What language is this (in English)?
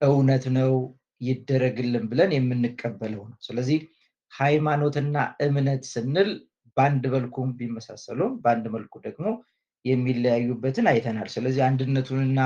Amharic